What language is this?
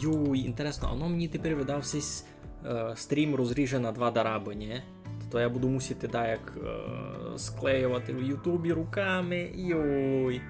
Rusyn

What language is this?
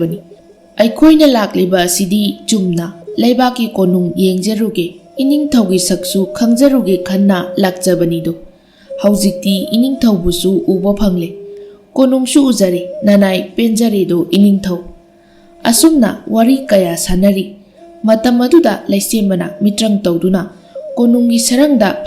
Manipuri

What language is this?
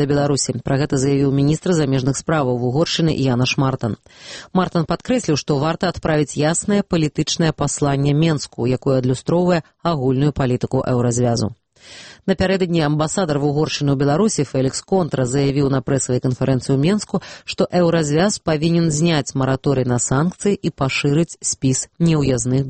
Belarusian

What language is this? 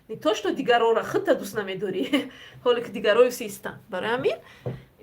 Tajik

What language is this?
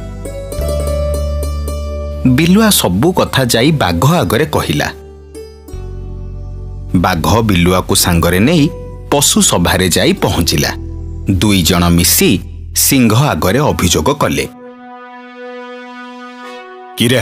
Odia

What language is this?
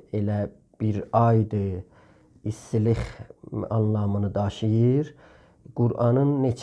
South Azerbaijani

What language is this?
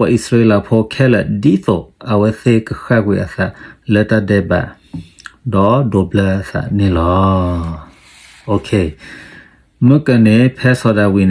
S'gaw Karen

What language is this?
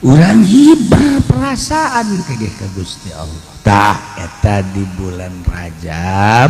Sundanese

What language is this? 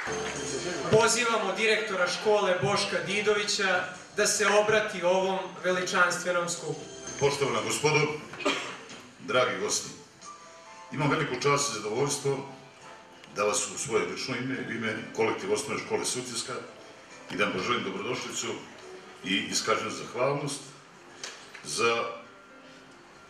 Serbian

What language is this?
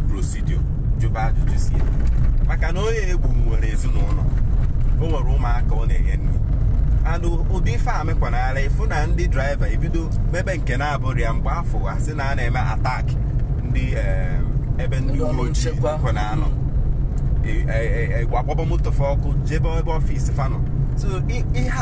Igbo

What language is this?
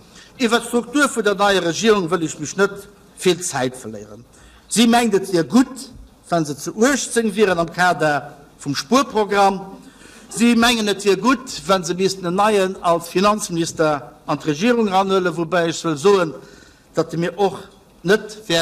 Luxembourgish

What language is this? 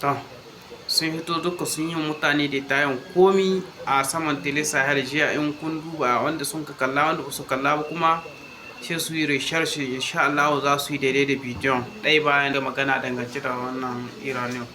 Hausa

